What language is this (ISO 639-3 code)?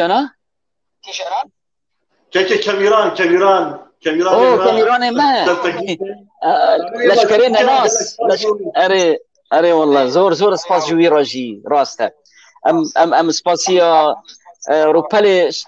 kur